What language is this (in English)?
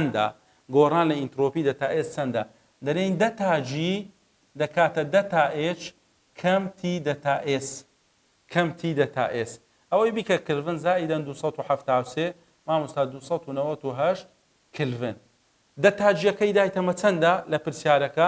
Central Kurdish